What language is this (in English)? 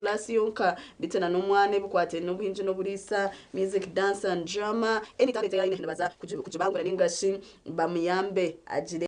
Nyankole